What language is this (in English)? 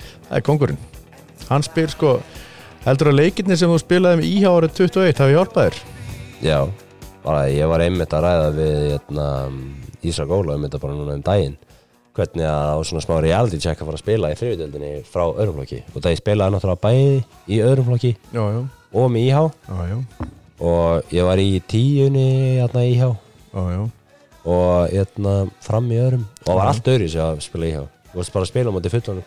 Icelandic